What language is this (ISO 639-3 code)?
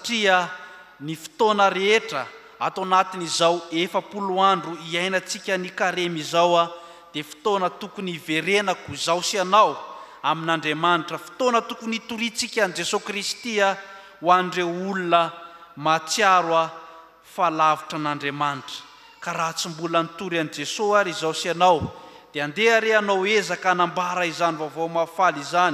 mlg